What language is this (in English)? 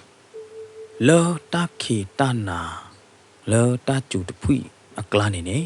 S'gaw Karen